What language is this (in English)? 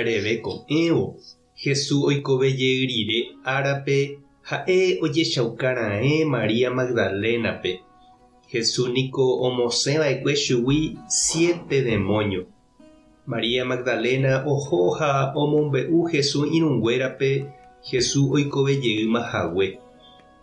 Guarani